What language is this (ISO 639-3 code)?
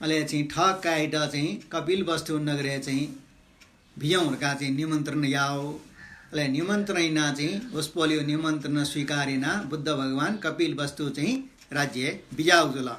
new